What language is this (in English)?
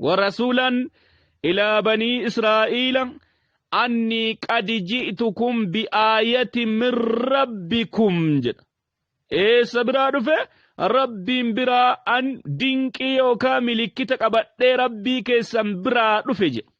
Oromo